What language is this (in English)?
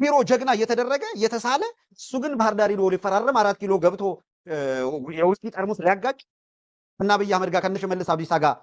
Amharic